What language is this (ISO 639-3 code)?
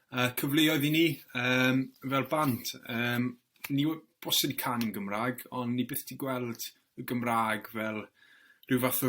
cym